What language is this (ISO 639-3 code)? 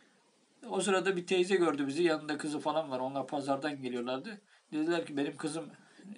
tur